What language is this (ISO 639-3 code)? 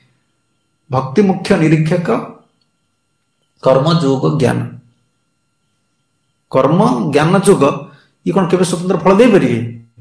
ori